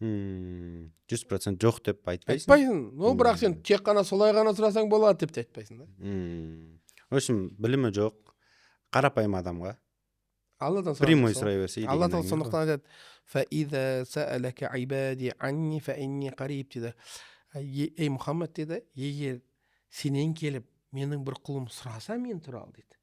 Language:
Kazakh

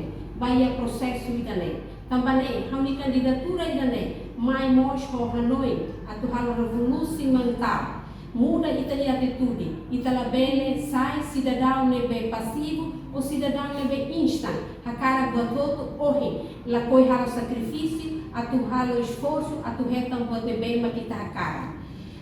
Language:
Tetum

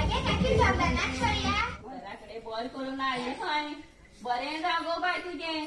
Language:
Konkani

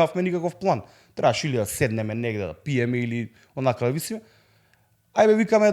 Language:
Macedonian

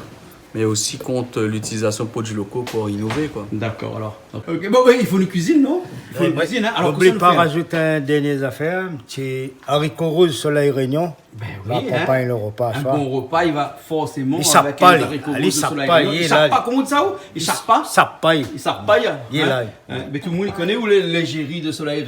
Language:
Réunion Creole French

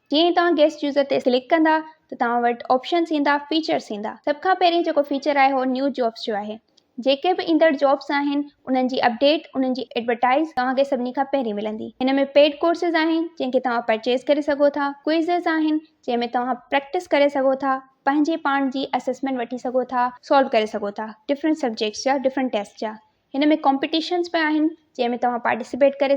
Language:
Sindhi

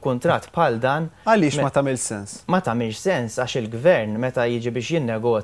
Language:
Maltese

